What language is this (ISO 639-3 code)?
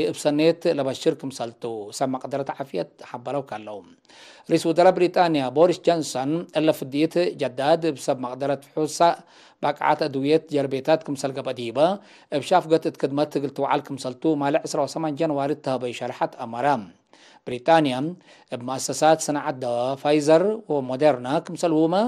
tig